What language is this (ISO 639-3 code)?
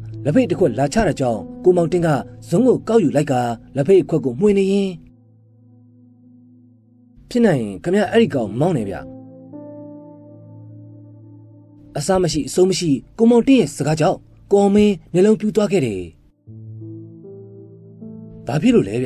mya